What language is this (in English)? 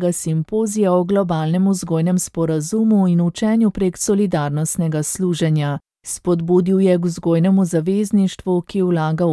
Slovenian